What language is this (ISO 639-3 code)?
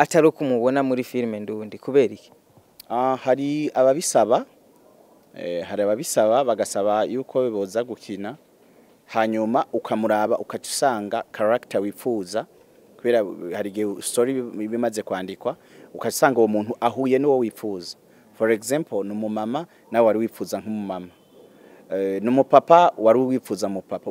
run